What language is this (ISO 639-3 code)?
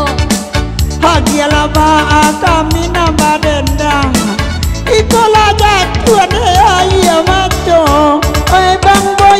min